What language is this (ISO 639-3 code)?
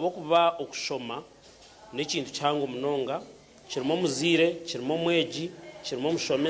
nyn